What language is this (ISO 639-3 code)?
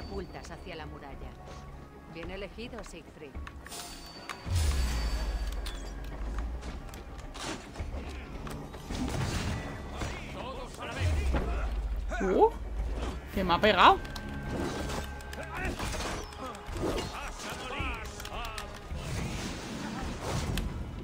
spa